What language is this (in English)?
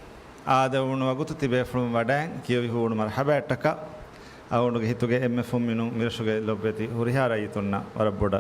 Divehi